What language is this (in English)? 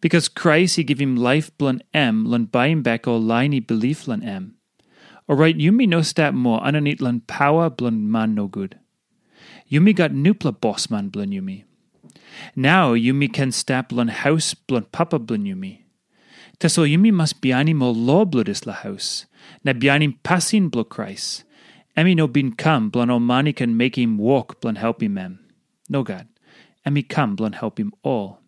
Tok Pisin